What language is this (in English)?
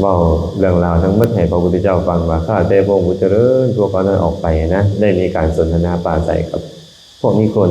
Lao